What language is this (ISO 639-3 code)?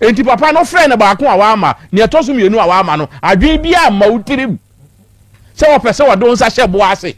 aka